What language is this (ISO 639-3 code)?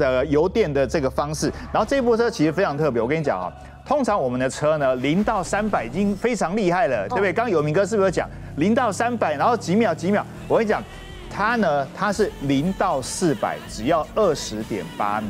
zho